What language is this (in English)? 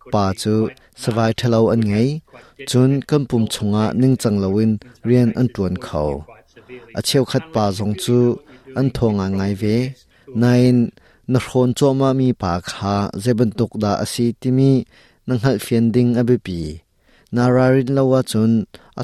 Hakha Chin